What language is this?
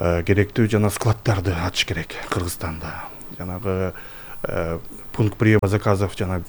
Kyrgyz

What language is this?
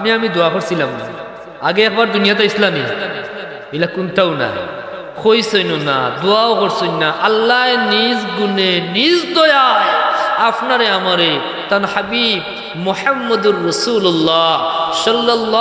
Sylheti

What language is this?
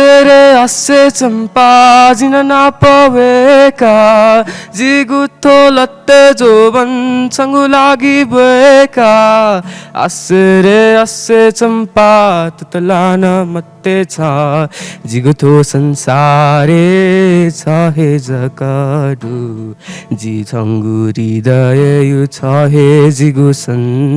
Newari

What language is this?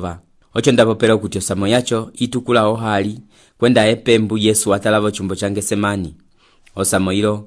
Umbundu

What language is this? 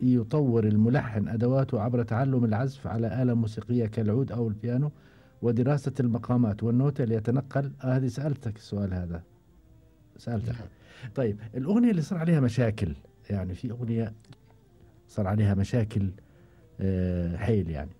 Gulf Arabic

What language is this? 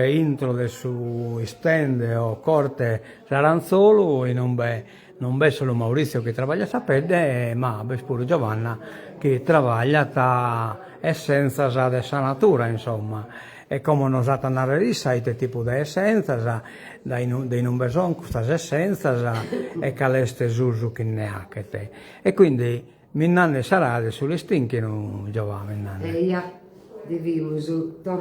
Sardinian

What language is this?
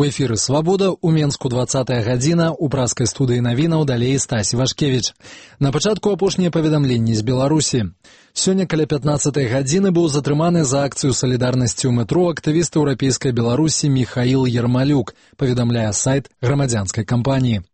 Belarusian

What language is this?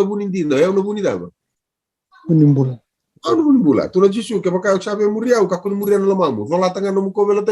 Fijian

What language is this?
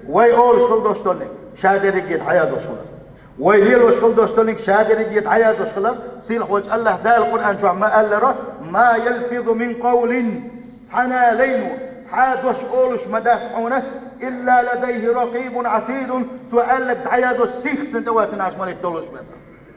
Chechen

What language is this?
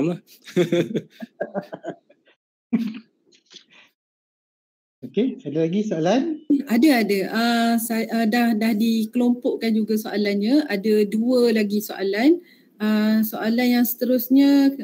Malay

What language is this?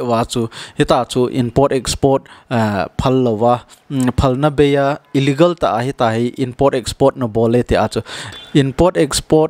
Thado Chin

